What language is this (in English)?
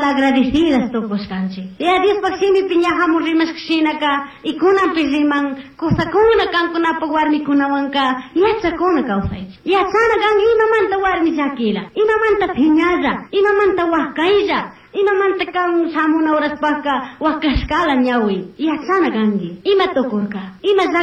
Chimborazo Highland Quichua